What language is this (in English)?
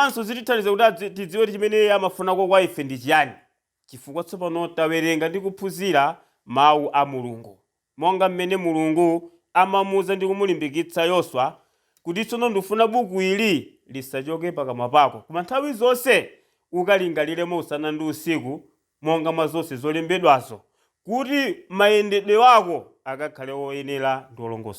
Nyanja